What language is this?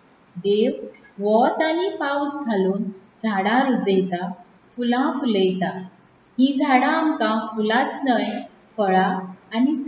Konkani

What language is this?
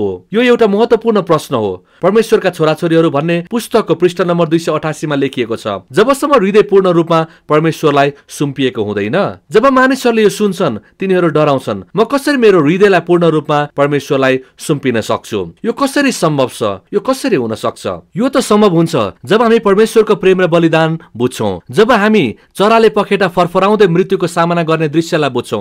Nepali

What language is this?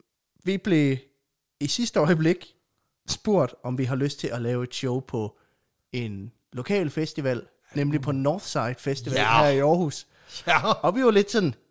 Danish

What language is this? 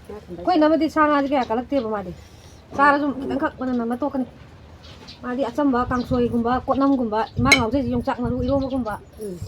Manipuri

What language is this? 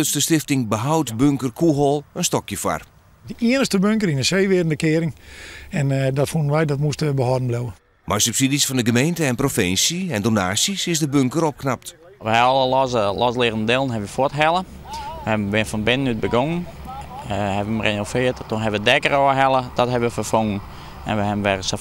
Western Frisian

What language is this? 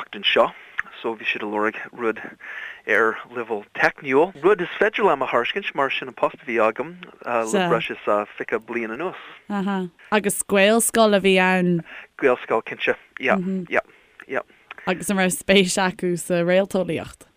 Irish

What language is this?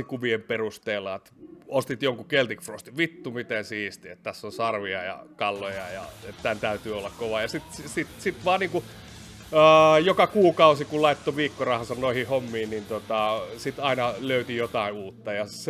Finnish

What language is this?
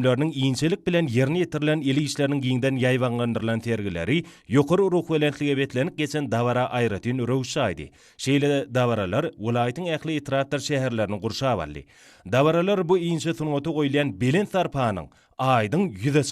Turkmen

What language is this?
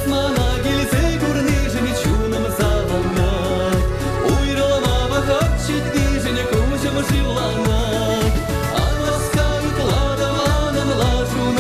Chuvash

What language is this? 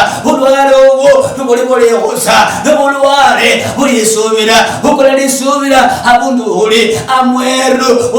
Luyia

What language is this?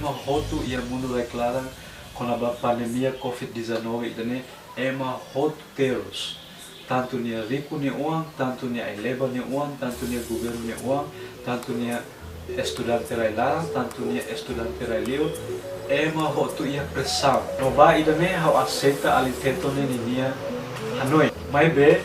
Tetum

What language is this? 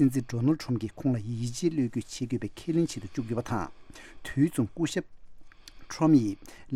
Tibetan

